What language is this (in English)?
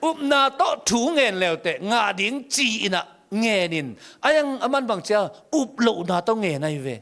Tedim Chin